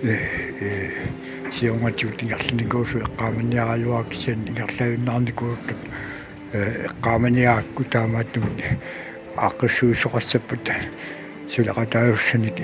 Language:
Kalaallisut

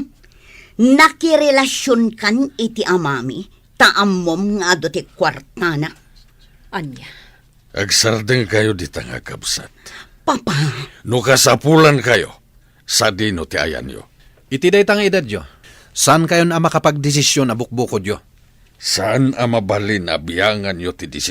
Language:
Iloko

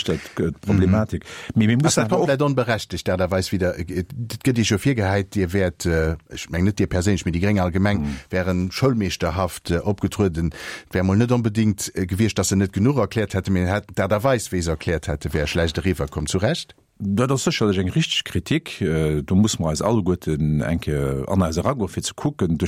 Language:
Luxembourgish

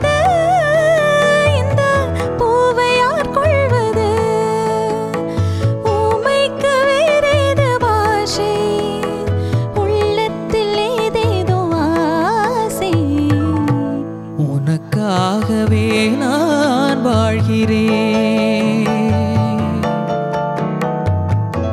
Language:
Tamil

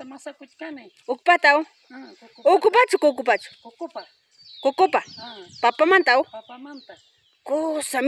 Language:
Ayacucho Quechua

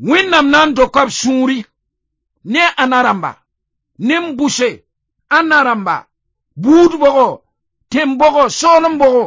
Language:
Mossi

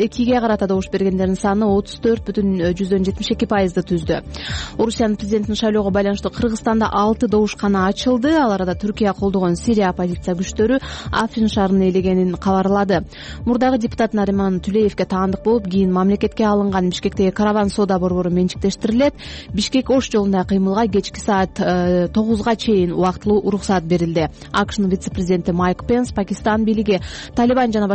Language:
Kyrgyz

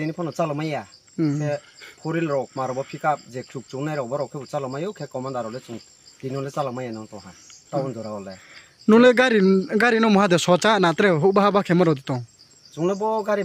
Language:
Riang (India)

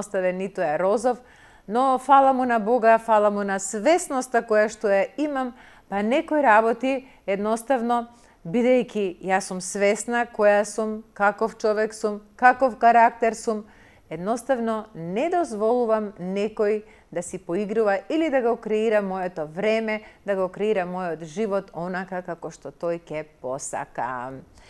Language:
Macedonian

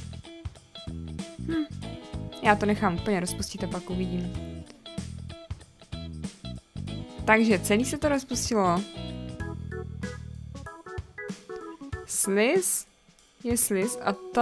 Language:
Czech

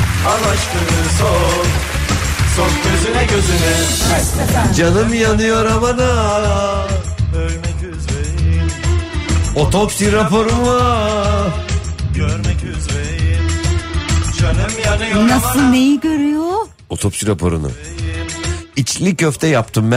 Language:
Turkish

